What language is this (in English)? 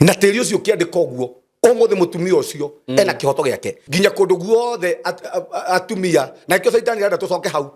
Kikuyu